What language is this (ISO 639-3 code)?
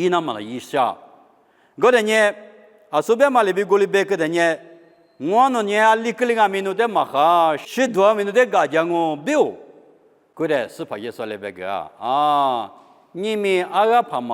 lis